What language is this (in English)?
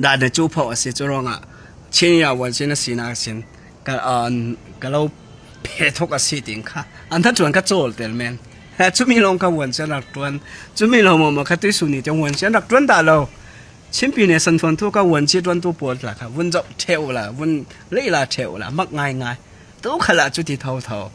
Falam Chin